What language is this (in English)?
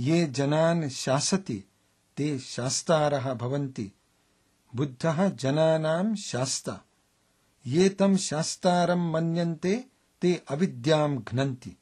Sanskrit